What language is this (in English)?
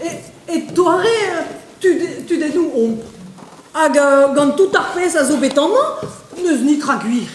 Breton